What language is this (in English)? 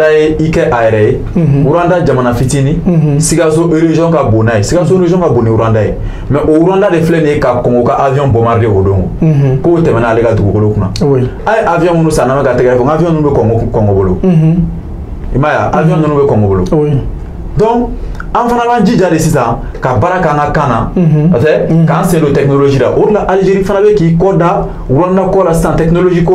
Bambara